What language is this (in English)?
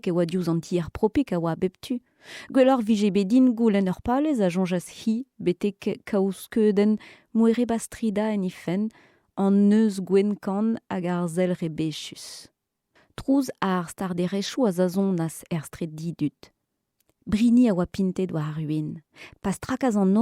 Breton